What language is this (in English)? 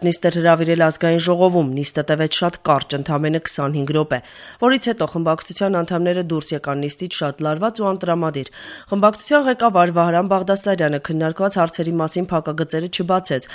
Armenian